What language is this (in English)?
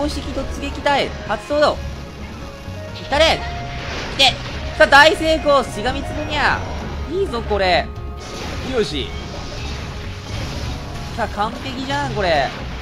Japanese